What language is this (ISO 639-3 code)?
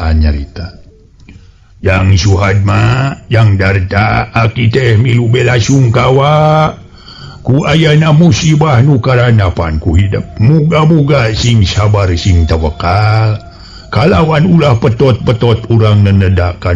sun